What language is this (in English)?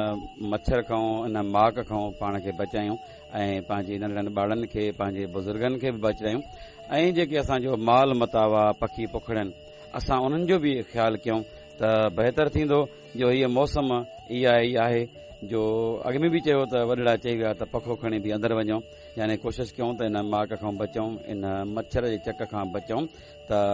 Sindhi